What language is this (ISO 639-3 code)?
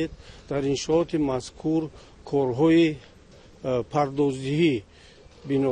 tgk